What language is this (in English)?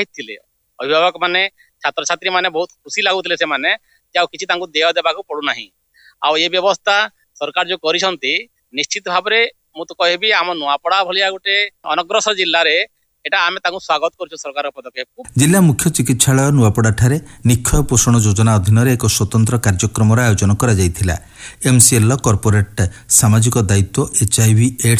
Odia